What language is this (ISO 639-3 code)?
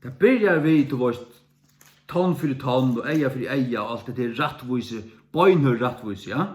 fao